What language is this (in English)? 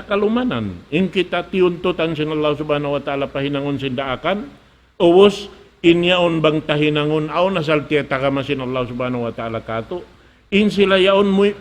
Tausug